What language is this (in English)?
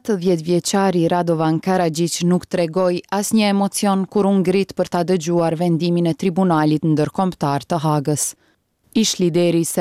Albanian